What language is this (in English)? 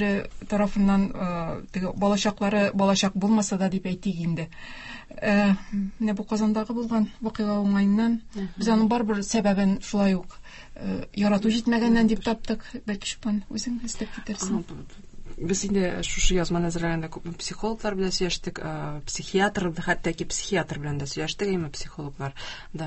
Tatar